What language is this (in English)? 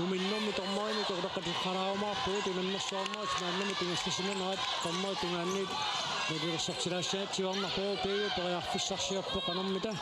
Kalaallisut